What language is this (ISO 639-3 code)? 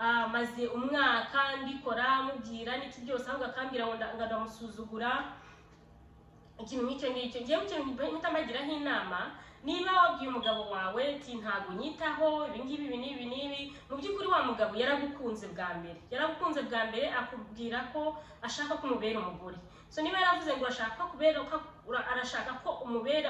kin